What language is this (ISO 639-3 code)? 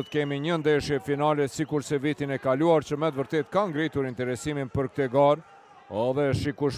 sqi